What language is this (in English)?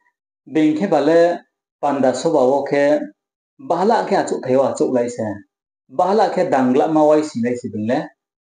Riang (India)